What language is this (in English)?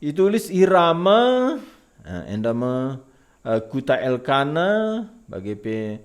Batak Karo